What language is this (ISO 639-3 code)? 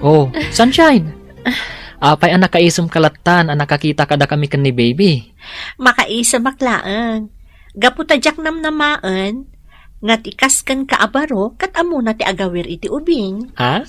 ilo